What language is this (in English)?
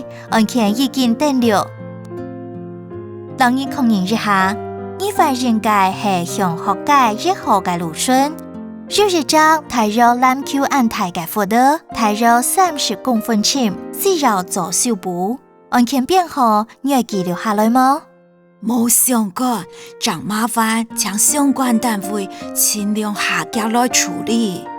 Hakka Chinese